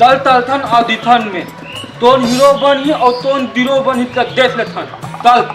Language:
Chhattisgarhi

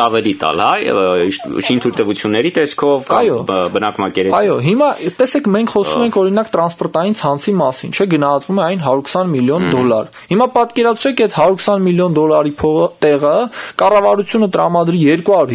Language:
Armenian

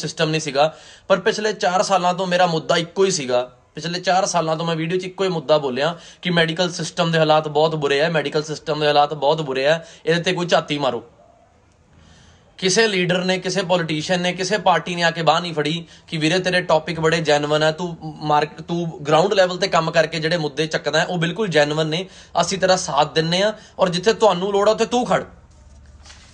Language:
Punjabi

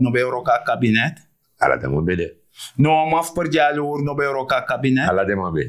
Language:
Sranan Tongo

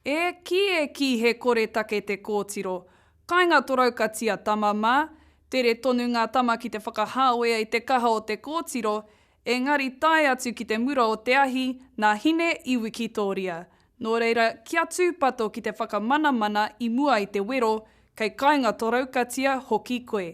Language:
Māori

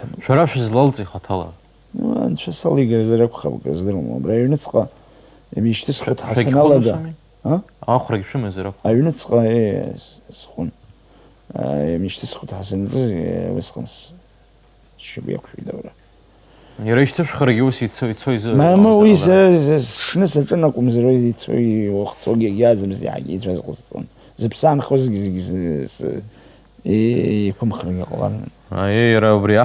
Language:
Abkhazian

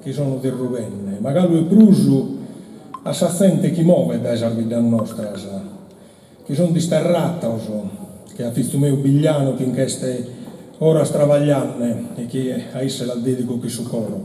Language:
Sardinian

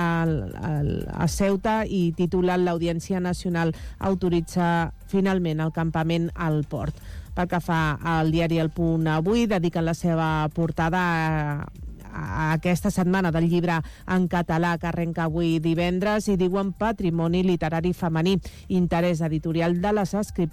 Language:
Catalan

